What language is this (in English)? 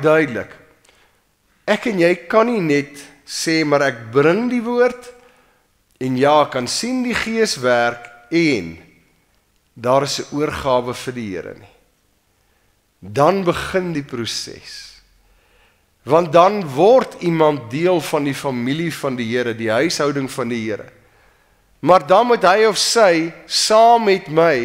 Afrikaans